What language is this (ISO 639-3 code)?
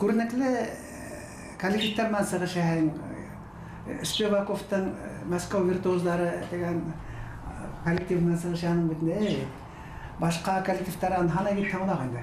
bak